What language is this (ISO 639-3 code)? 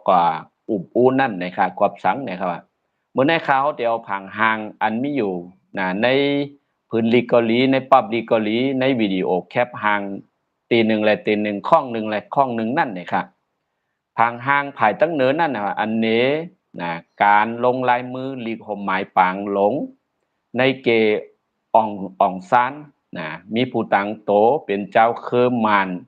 shn